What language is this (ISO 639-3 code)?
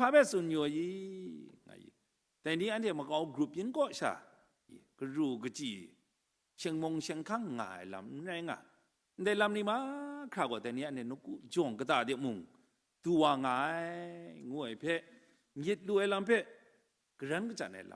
kac